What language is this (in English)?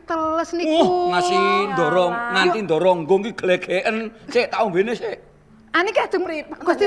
Javanese